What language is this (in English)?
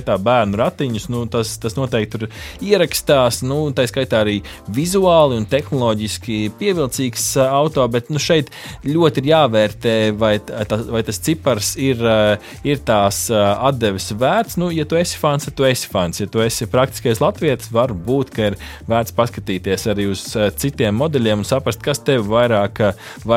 Latvian